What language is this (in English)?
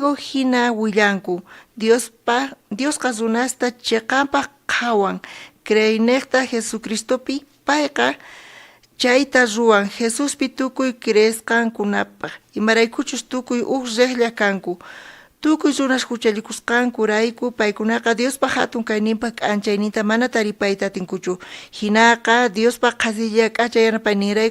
South Bolivian Quechua